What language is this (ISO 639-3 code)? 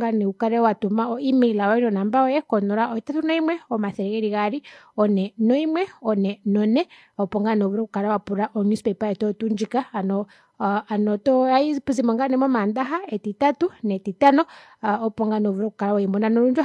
kua